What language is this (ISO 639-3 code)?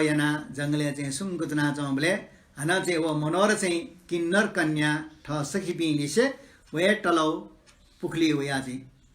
new